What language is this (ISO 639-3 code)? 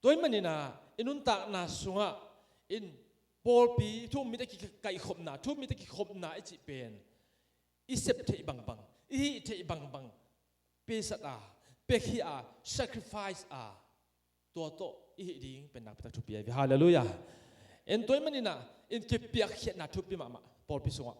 ctd